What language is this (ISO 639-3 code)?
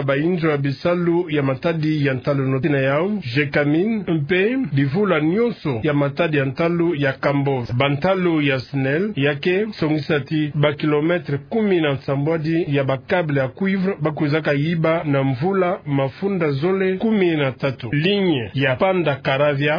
ktu